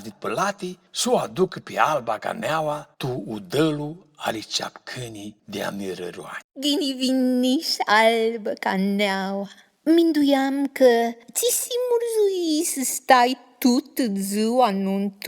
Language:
Aromanian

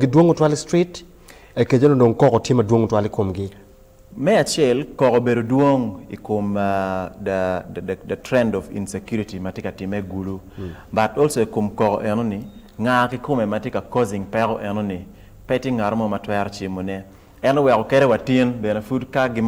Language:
Acoli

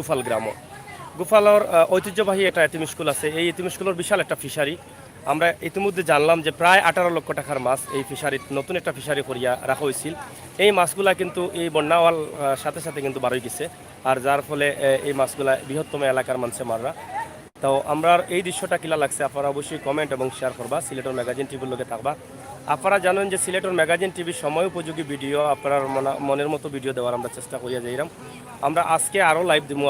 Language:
Sylheti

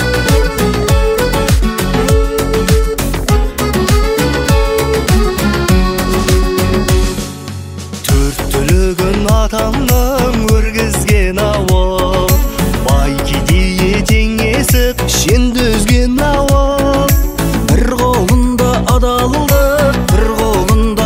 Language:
Kazakh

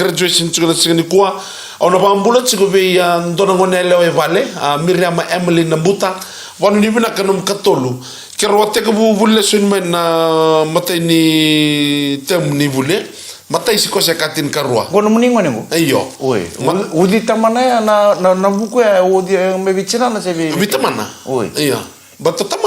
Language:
Fijian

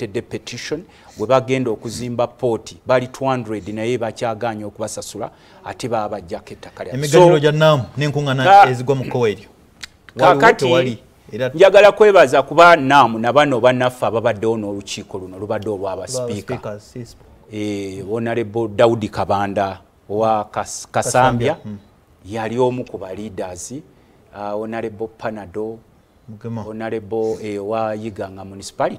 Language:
Ganda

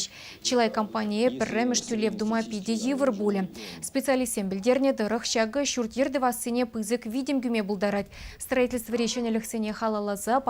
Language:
Chuvash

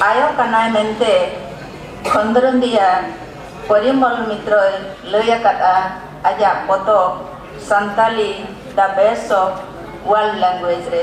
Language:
Santali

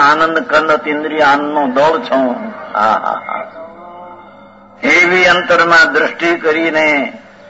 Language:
Gujarati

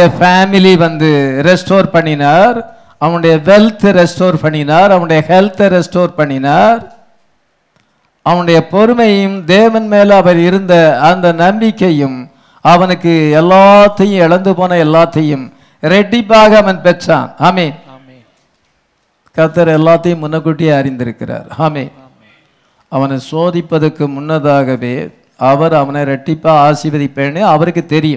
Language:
Tamil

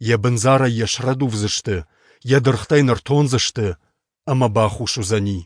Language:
Ossetic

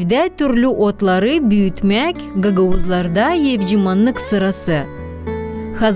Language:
Gagauz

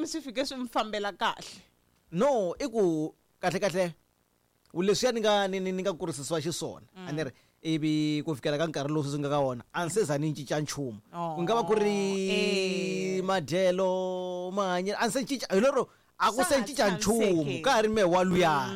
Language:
Tsonga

